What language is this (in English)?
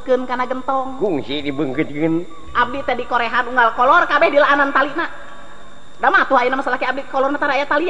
Sundanese